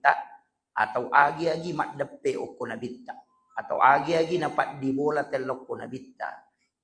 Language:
Buginese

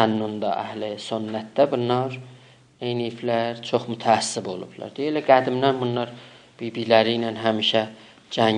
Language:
South Azerbaijani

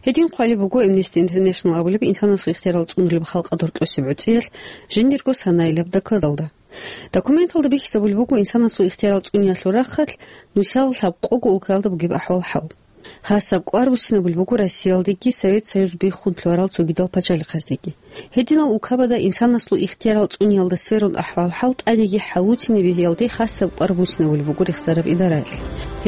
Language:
Avaric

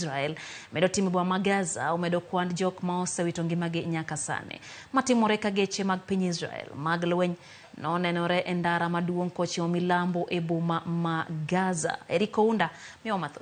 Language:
Luo (Kenya and Tanzania)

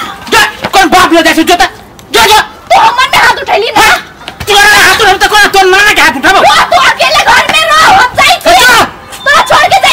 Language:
Maithili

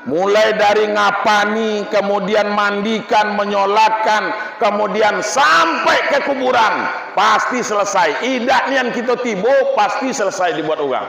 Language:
Minangkabau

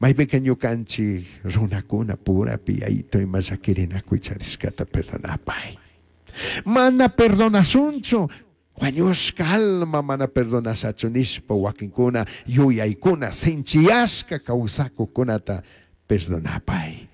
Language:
Chimborazo Highland Quichua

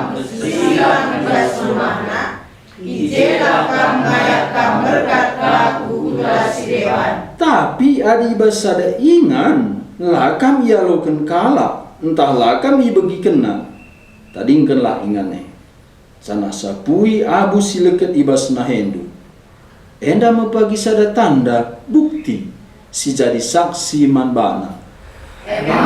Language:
Batak Karo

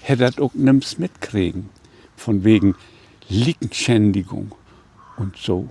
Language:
Low German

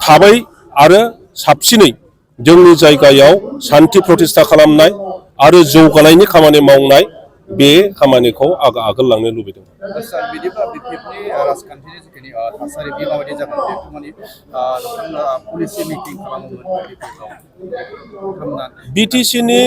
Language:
Bodo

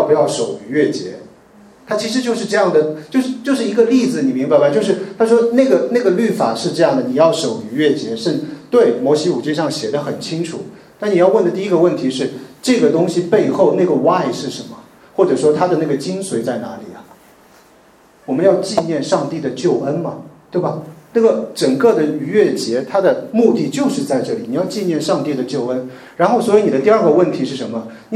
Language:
Chinese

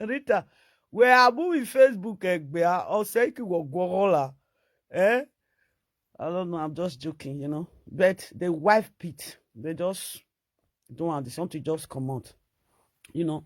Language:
Nigerian Pidgin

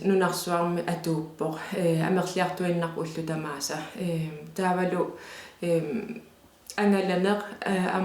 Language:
Kalaallisut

